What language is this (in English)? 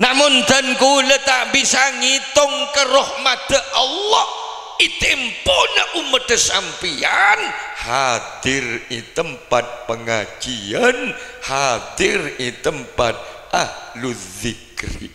Madurese